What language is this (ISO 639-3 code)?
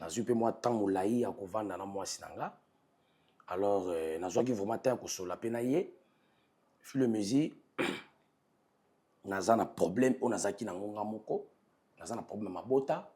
lin